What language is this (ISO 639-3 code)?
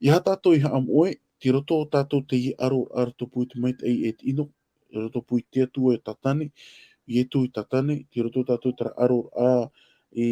tah